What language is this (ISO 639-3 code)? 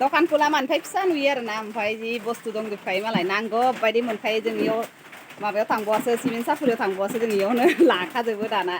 brx